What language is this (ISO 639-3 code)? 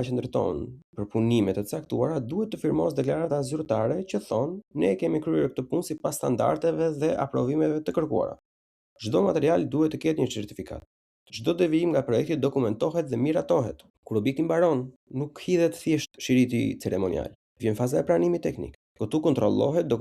sqi